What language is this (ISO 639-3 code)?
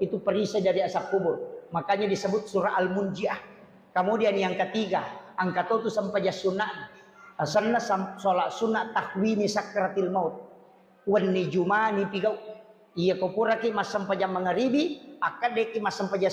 bug